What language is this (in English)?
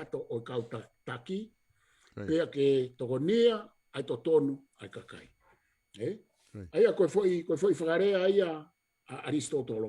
Tongan